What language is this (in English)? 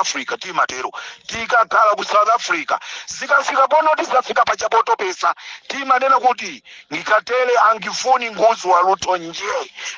Nyanja